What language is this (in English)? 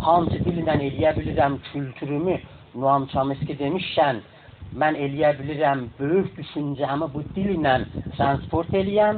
South Azerbaijani